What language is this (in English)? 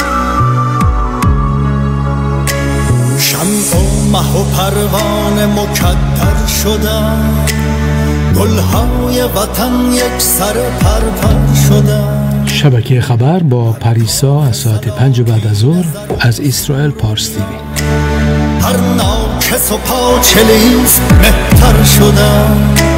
Persian